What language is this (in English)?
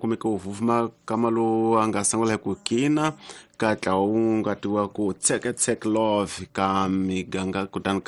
Tsonga